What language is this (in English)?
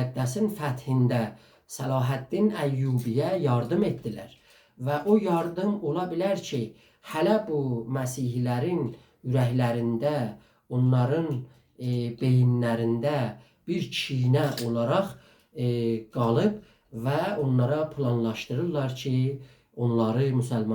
South Azerbaijani